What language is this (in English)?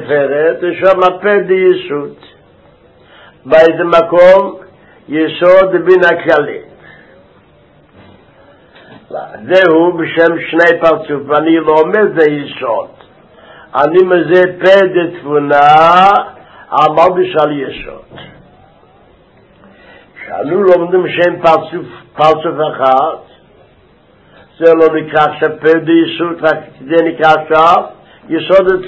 Hebrew